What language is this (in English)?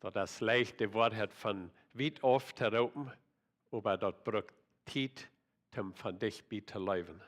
Plautdietsch